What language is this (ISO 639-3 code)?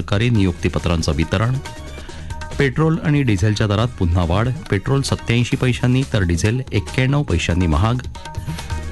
mar